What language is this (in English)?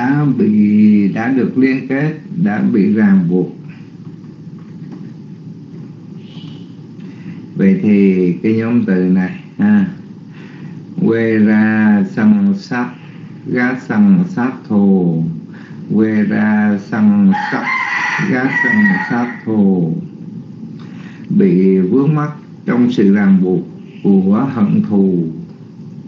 Vietnamese